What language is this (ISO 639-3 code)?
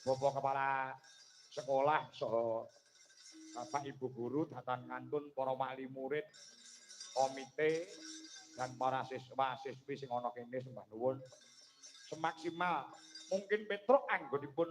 jav